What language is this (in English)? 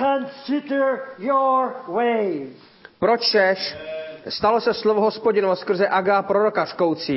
Czech